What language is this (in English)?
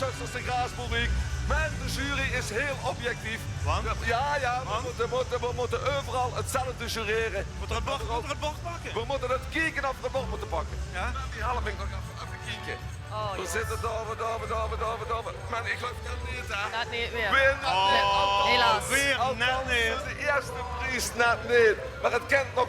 Limburgish